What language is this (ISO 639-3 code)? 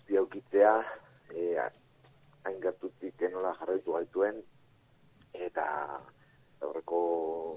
eus